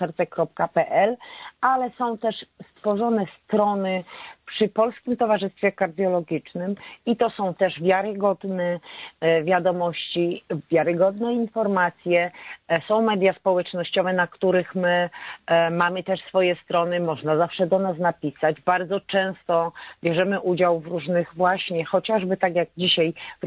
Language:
Polish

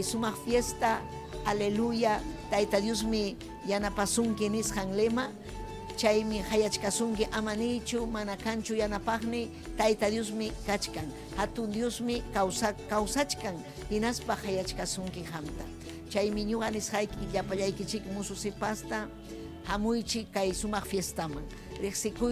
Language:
Ayacucho Quechua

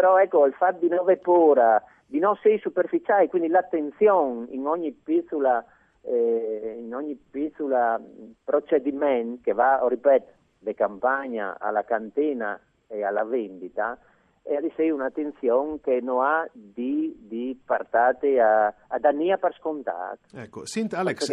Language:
Friulian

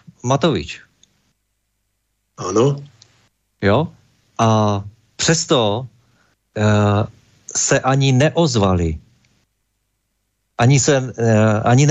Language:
Czech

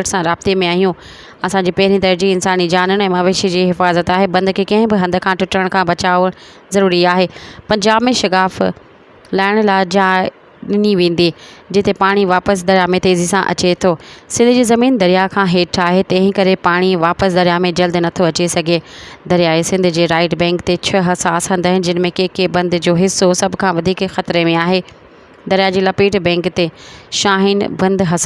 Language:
Sindhi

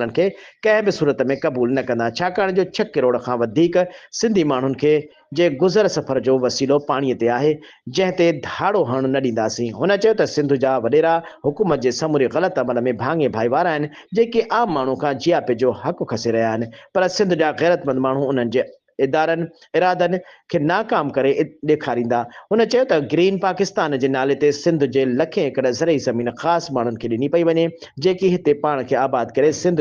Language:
Sindhi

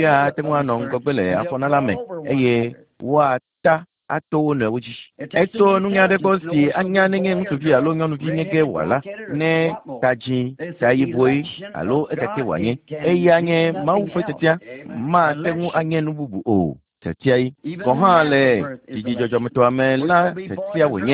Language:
Ewe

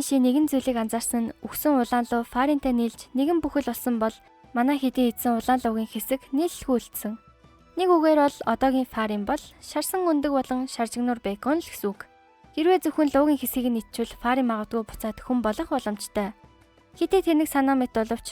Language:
Mongolian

